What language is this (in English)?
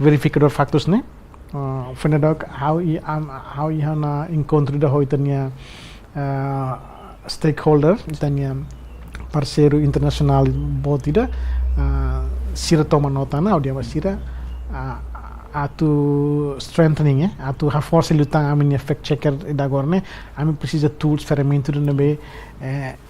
Tetum